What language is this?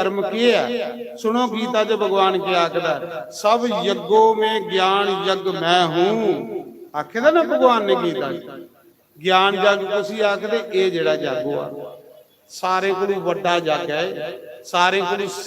Dogri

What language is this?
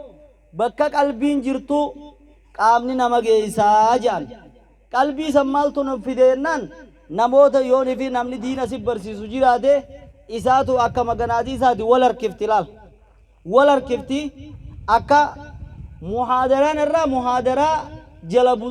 Oromo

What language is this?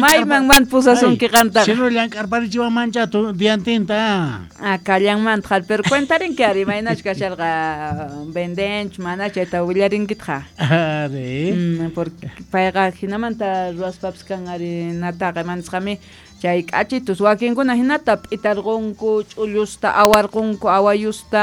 South Bolivian Quechua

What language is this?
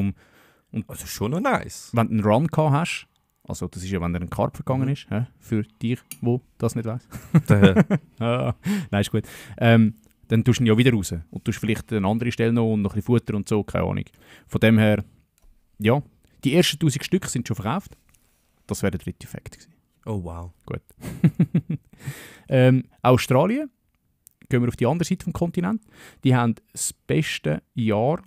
Swiss German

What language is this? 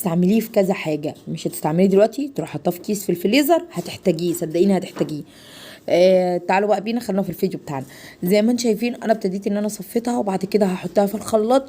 Egyptian Arabic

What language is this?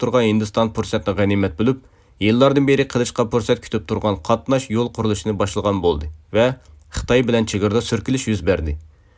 Uyghur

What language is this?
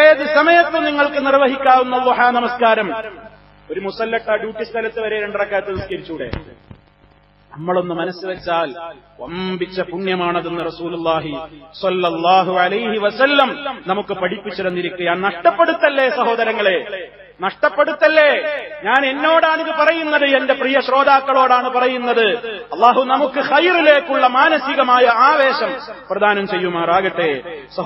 Malayalam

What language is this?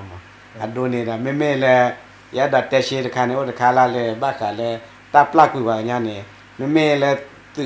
S'gaw Karen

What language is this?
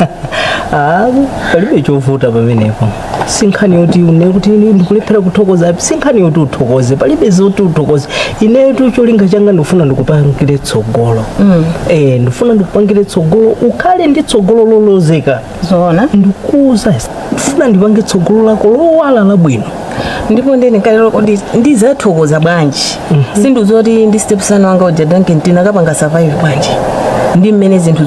Nyanja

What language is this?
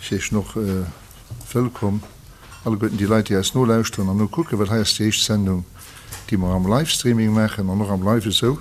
Luxembourgish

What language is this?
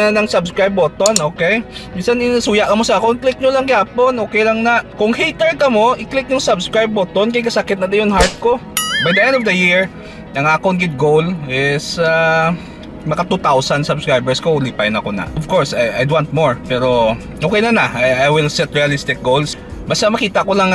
Hiligaynon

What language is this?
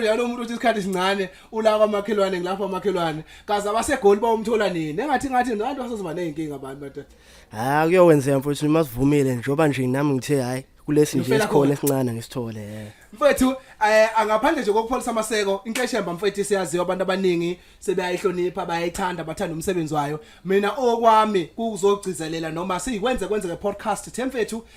Zulu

